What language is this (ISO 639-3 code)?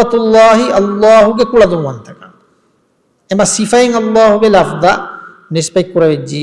div